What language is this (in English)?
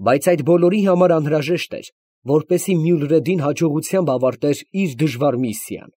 Armenian